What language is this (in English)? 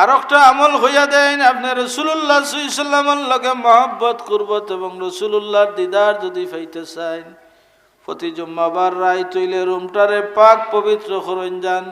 Sylheti